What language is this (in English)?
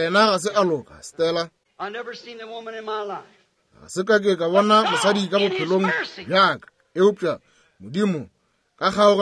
Northern Sotho